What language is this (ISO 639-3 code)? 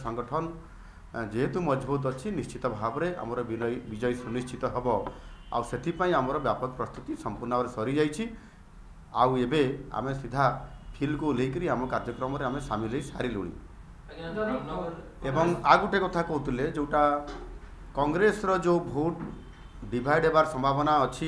ori